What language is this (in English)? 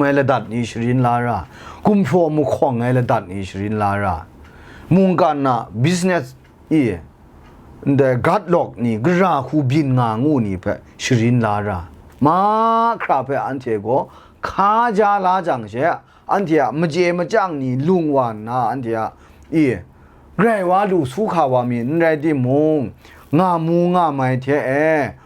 Kachin